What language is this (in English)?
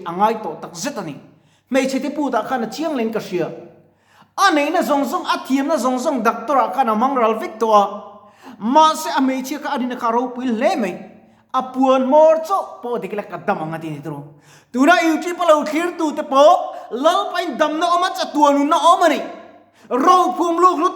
Mizo